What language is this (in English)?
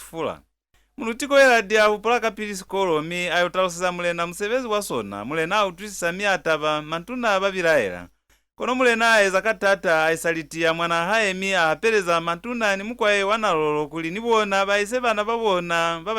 Lozi